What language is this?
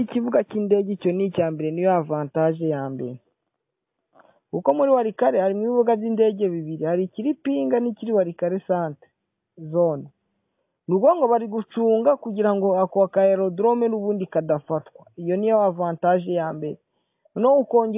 Kinyarwanda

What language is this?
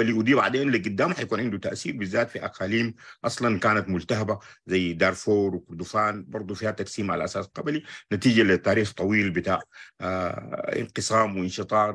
Sudanese Arabic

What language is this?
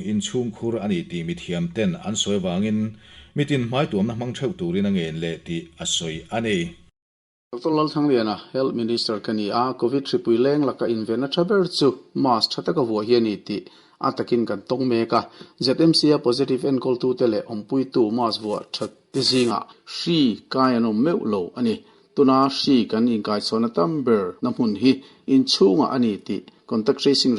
Mizo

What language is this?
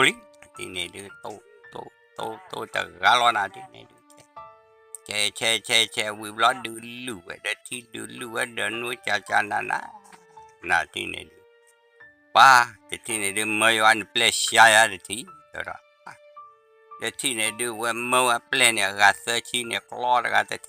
S'gaw Karen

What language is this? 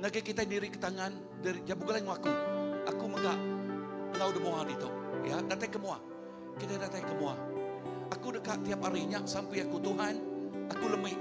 Iban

